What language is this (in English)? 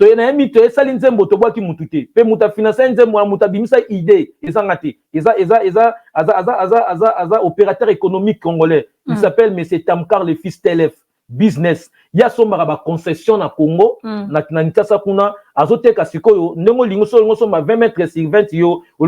Lingala